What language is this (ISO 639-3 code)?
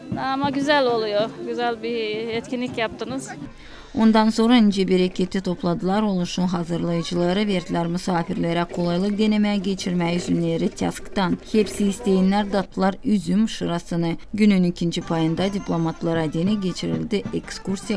gag